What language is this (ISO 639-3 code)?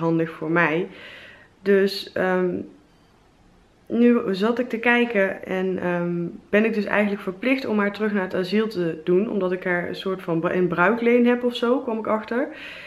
nld